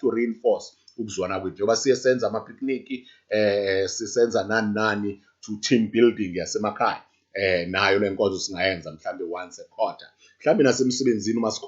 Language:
Zulu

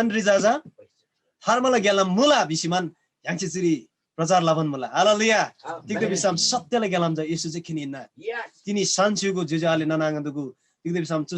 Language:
Eastern Tamang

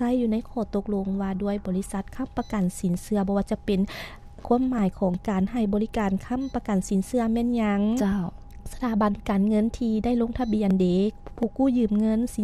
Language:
Lao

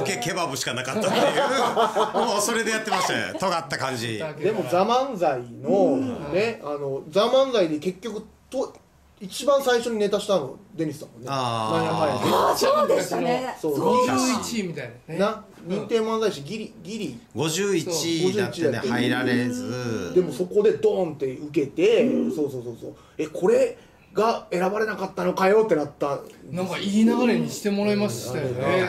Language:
Japanese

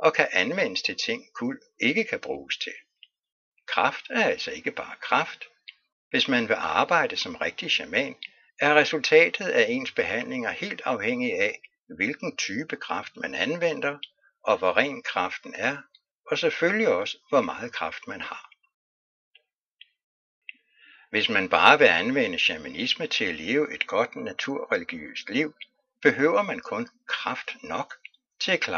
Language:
Danish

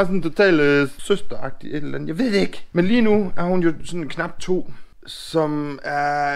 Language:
Danish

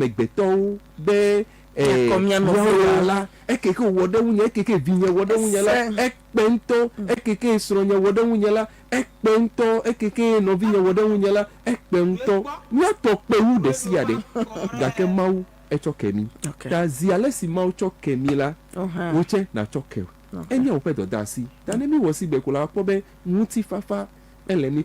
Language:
Ewe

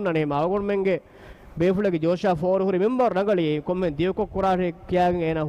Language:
Divehi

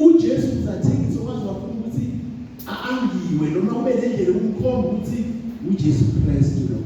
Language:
Zulu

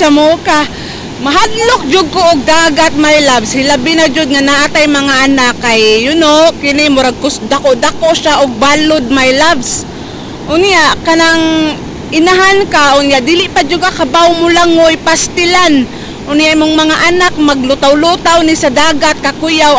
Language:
Cebuano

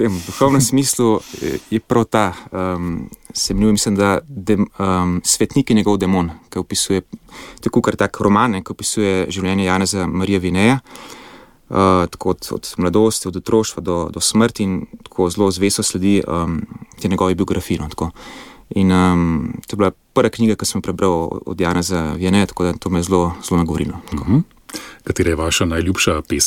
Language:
Slovenian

